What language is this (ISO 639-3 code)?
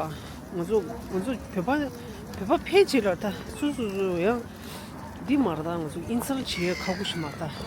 bod